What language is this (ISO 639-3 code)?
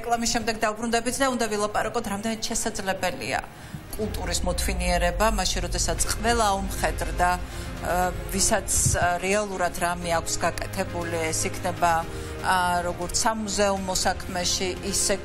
kat